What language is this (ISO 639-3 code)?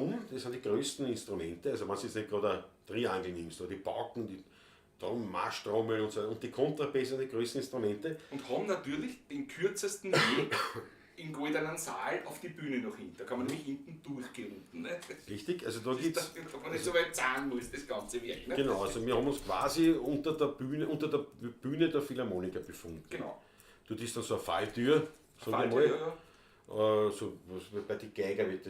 bar